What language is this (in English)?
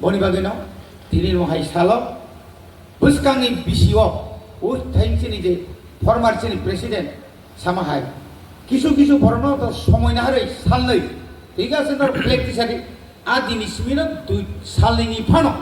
Kok Borok